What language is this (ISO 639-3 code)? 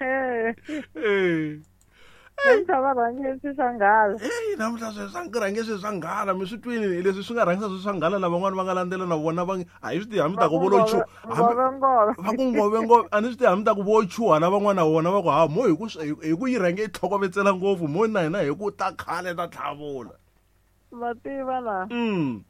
tso